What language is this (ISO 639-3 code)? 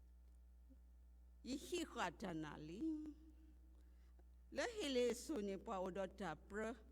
ksw